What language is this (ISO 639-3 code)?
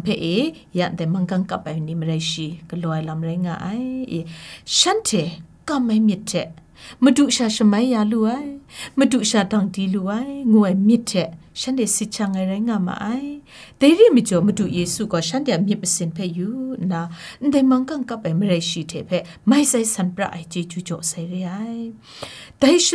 kac